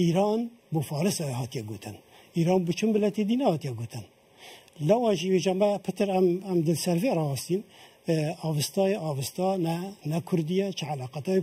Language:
Kurdish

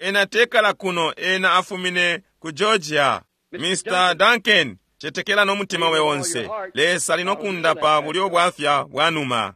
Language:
Bemba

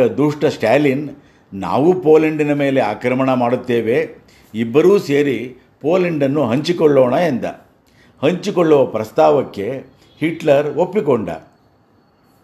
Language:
Kannada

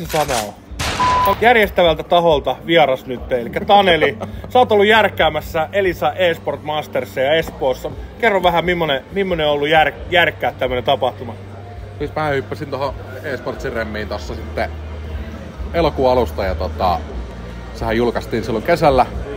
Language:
Finnish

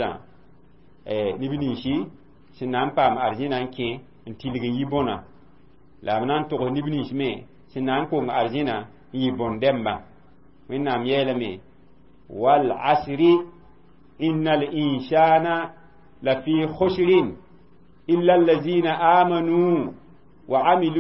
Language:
Mossi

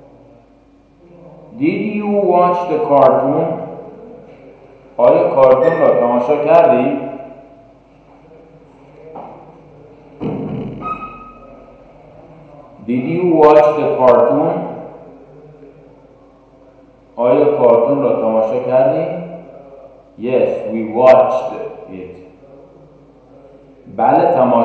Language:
Persian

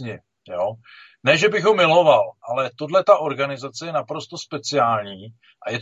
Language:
Czech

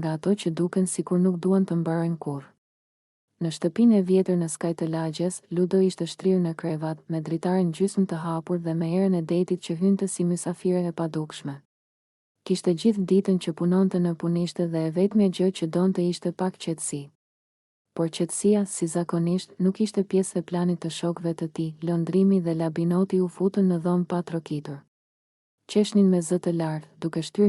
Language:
Albanian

